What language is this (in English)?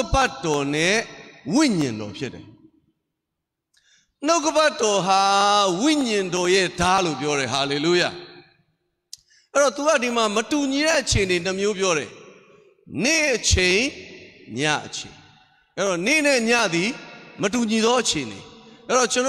Burmese